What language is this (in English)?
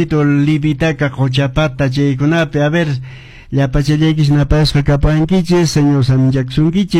Quechua